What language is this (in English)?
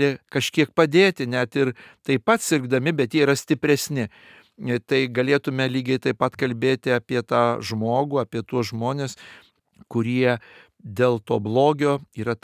Lithuanian